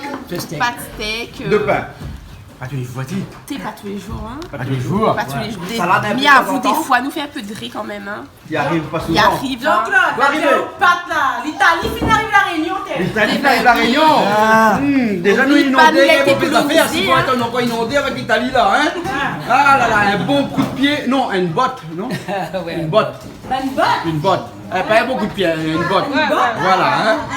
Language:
Réunion Creole French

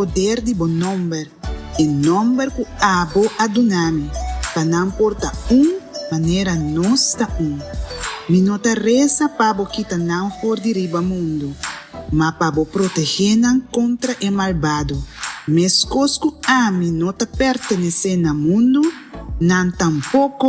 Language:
Papiamento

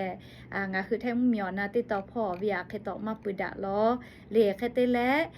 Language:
Lahu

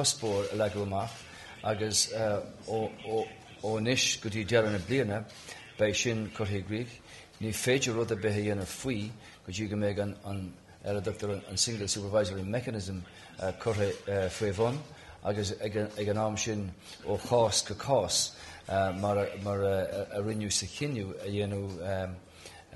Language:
Irish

